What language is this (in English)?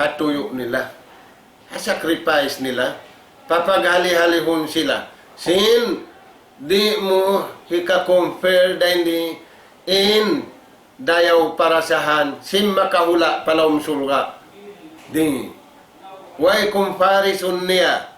Tausug